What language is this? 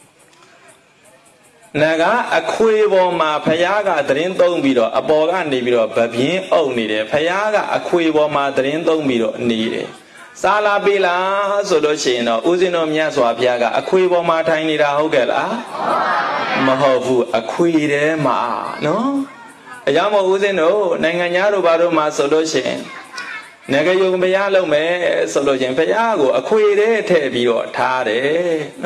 Burmese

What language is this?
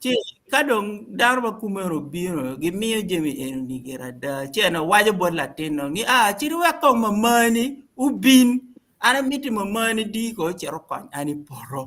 Acoli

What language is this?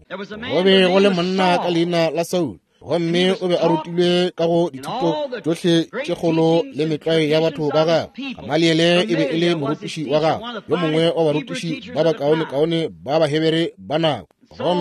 Northern Sotho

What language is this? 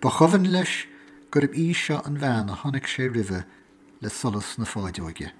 Irish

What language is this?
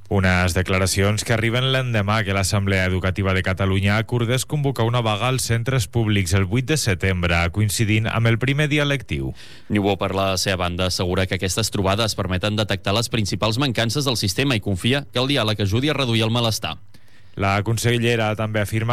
Catalan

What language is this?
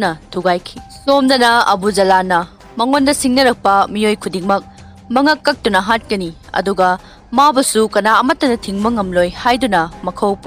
Manipuri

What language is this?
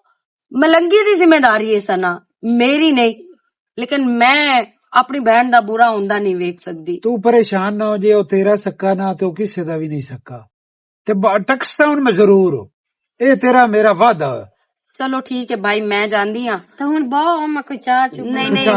Western Panjabi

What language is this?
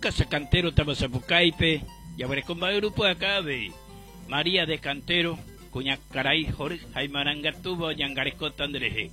Guarani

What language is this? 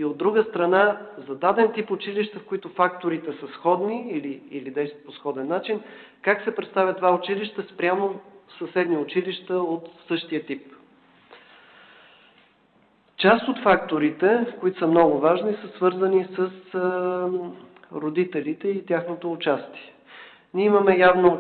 Bulgarian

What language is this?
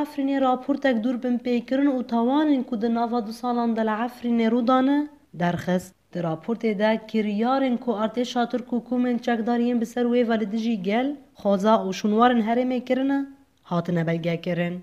Kurdish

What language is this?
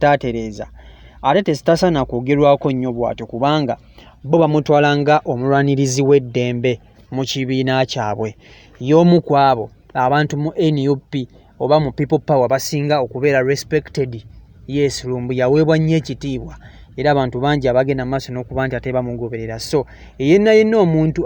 Ganda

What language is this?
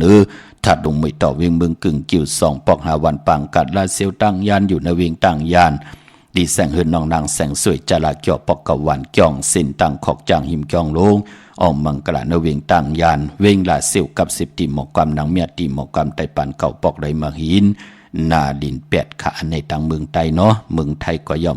Shan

